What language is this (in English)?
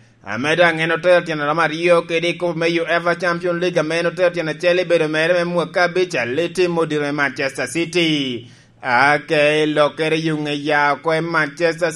Lango (Uganda)